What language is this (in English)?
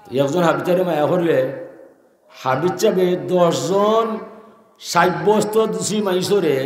Sylheti